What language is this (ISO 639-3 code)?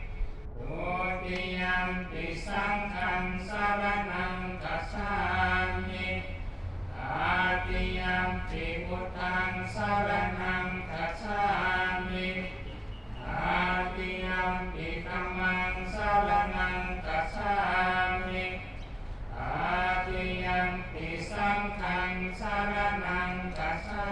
pli